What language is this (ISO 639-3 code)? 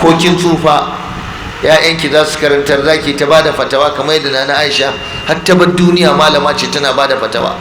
hau